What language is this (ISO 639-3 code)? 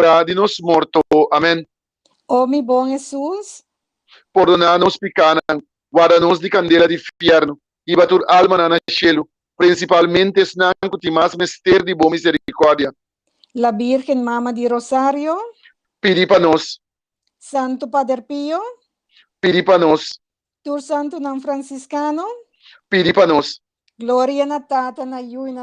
pap